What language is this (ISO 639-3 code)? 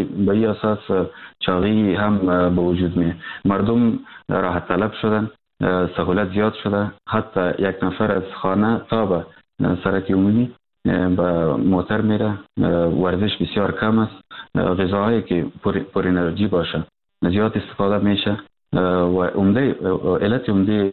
fas